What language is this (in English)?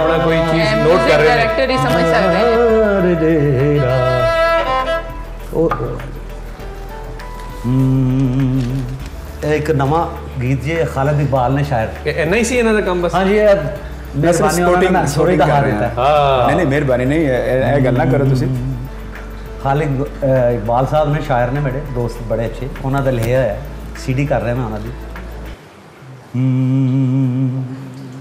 Punjabi